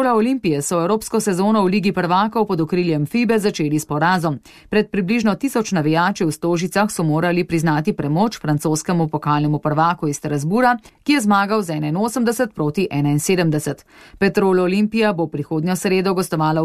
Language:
Slovenian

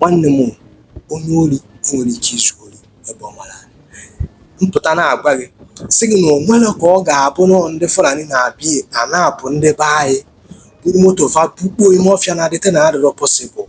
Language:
Igbo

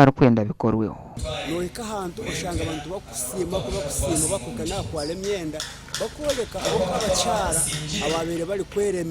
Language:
Nyankole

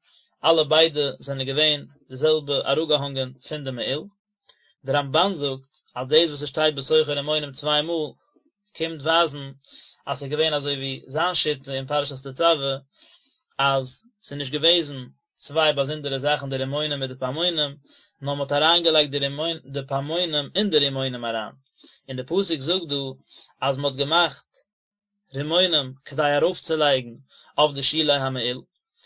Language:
Yiddish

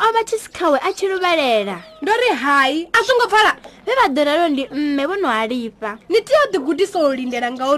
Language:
Venda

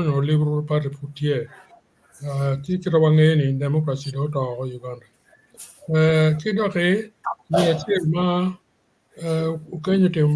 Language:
Acoli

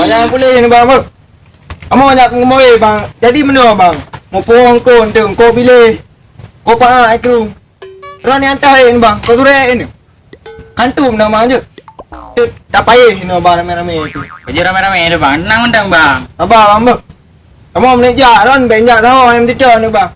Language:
Achinese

